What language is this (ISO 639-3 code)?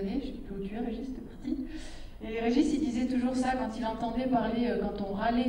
fra